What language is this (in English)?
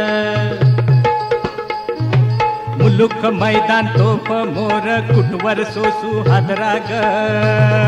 Marathi